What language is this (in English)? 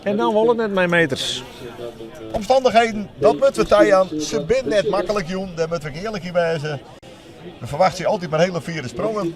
Western Frisian